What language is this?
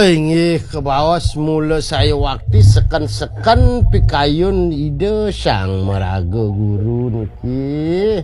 Balinese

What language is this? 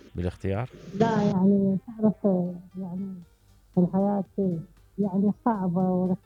Mesopotamian Arabic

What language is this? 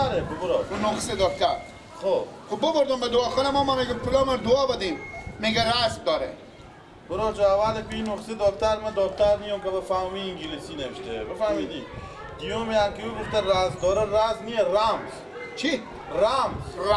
Persian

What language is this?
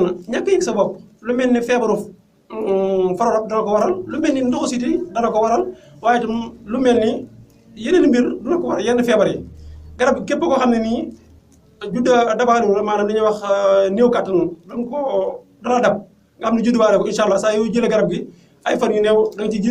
Wolof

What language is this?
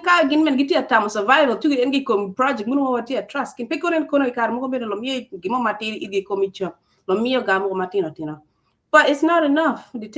Acoli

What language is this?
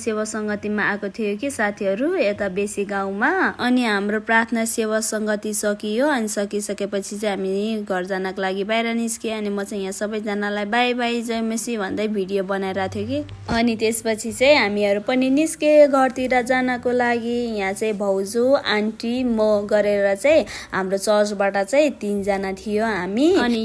Nepali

